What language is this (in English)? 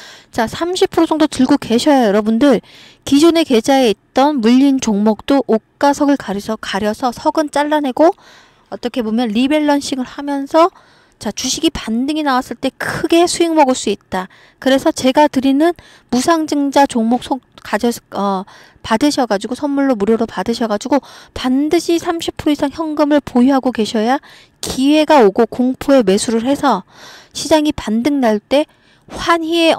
Korean